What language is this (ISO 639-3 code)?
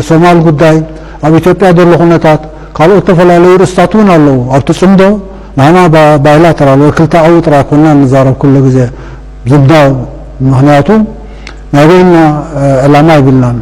tir